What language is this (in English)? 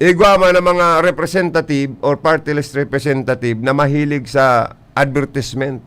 Bikol